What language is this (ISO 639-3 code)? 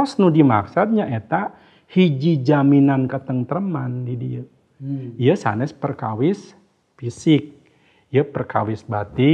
sun